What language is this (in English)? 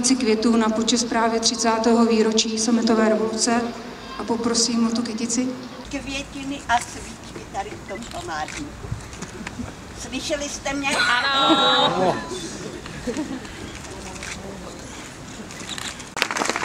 Czech